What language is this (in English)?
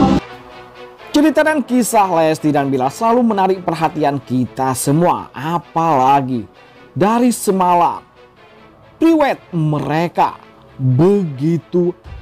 Indonesian